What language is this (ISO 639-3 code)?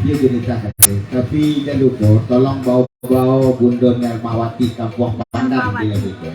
min